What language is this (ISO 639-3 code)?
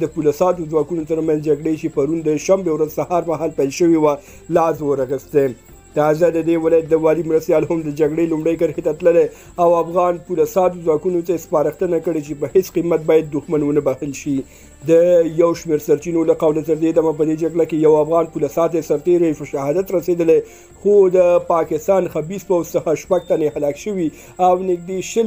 pus